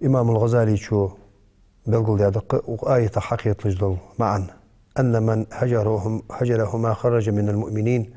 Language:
Ingush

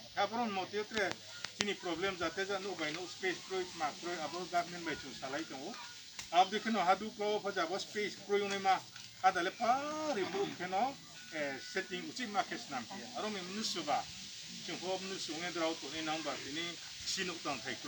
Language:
Riang (India)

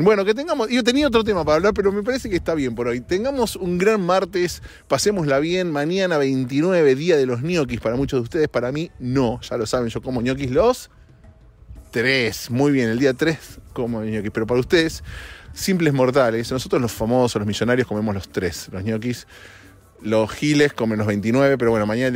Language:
Spanish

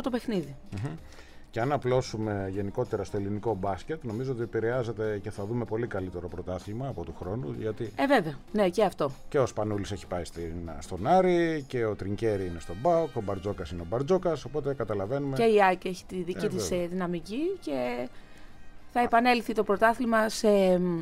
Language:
Greek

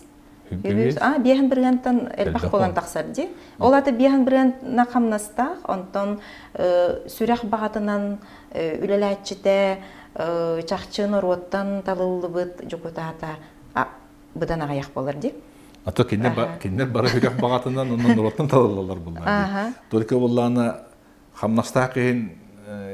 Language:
Yakut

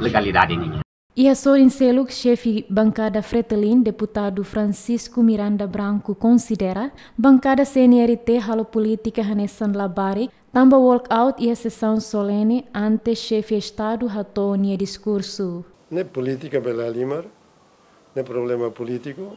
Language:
Tetum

